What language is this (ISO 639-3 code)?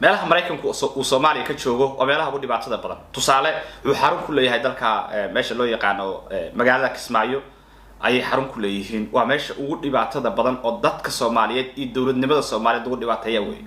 som